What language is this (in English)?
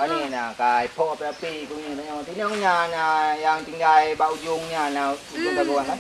Achinese